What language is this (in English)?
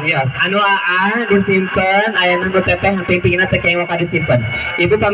Sundanese